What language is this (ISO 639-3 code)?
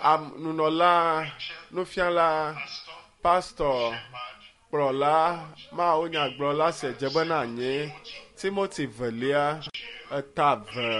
ewe